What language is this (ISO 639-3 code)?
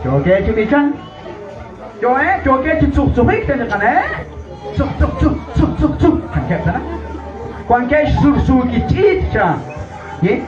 kek